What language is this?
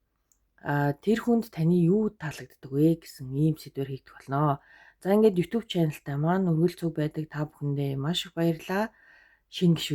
Mongolian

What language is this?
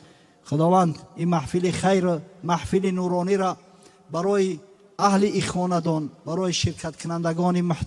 Tajik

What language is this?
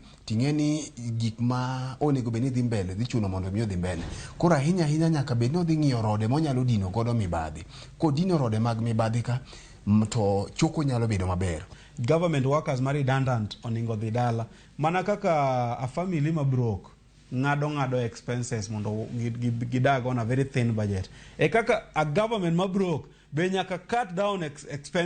Luo (Kenya and Tanzania)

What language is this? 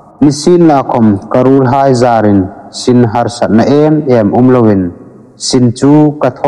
Hmar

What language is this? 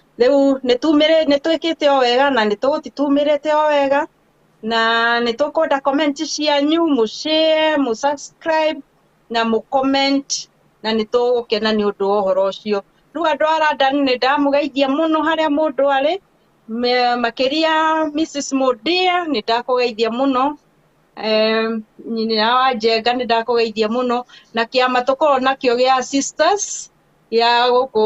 Kikuyu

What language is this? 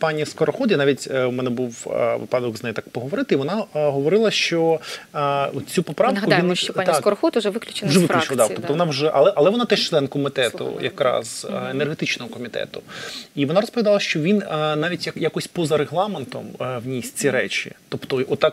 Ukrainian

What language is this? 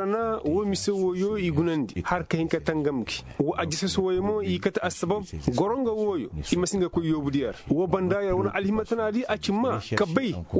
Koyraboro Senni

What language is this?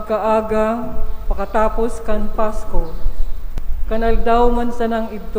Bikol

